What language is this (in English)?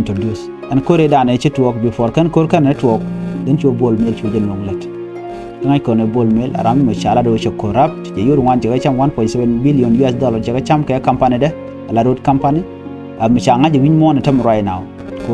Nuer